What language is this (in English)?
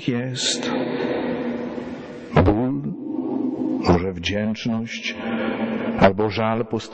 Polish